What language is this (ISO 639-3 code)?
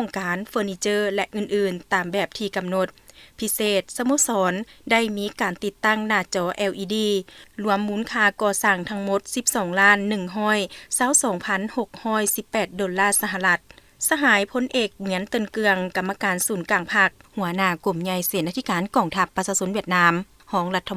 lao